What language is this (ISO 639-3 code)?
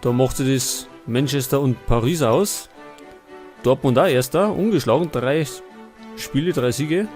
bar